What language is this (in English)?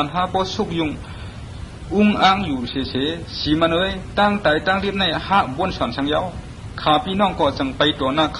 Shan